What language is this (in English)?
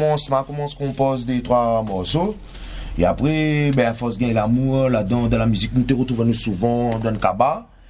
French